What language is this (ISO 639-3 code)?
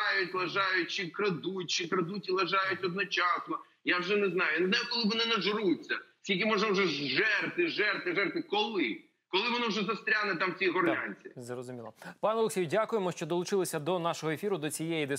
ukr